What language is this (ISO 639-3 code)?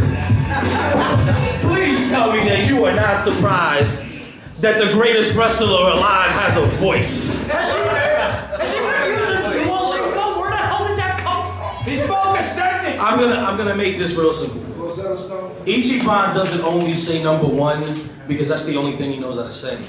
eng